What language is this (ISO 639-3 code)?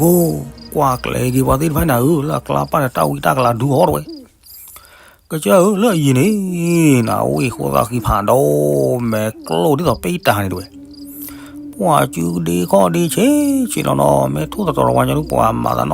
ksw